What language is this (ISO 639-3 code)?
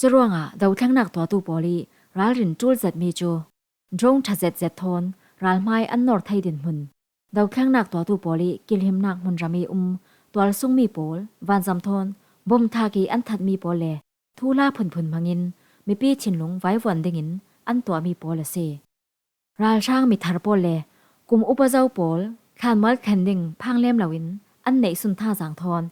cfm